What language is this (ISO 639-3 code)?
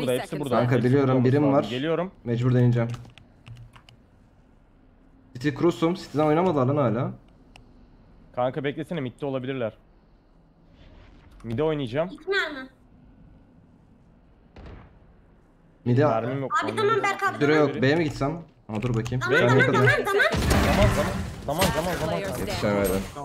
tur